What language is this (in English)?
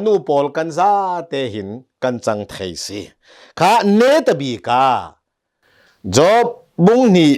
Hakha Chin